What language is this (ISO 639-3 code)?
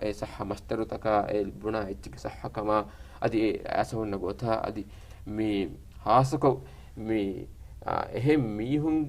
div